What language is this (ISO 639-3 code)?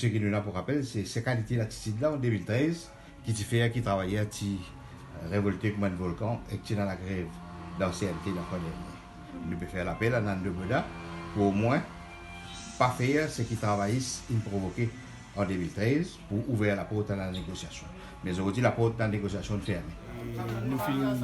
mfe